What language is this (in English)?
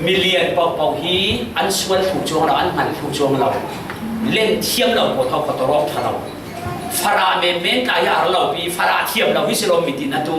Falam Chin